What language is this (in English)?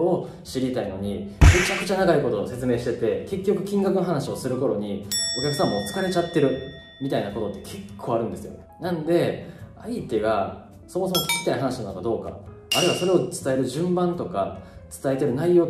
Japanese